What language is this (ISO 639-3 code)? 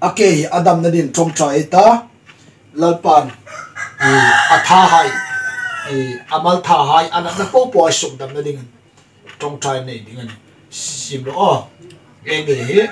hmr